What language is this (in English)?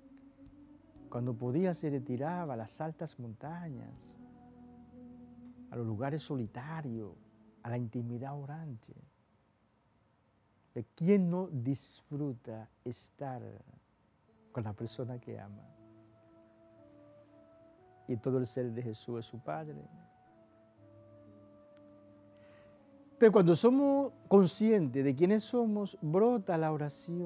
Spanish